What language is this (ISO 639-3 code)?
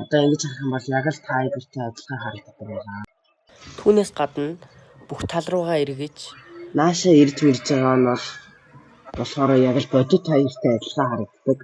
mon